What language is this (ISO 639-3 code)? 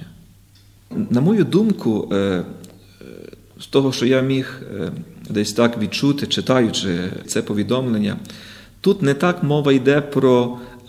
ukr